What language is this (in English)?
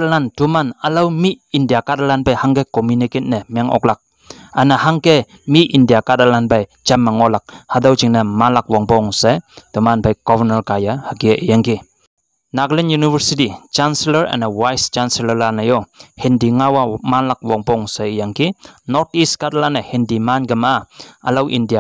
Konyak Naga